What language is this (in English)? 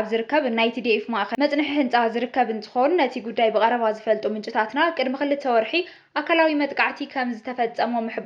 Tigrinya